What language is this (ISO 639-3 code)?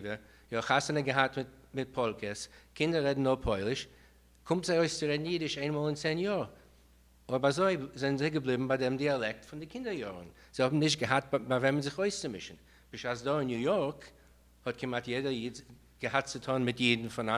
yid